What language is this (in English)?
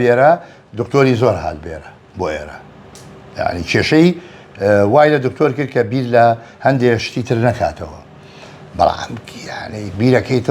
Central Kurdish